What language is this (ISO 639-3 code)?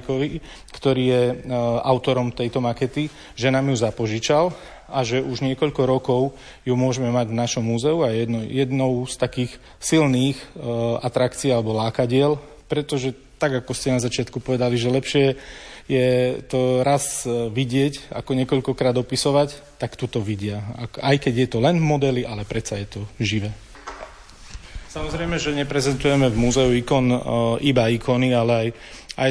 slk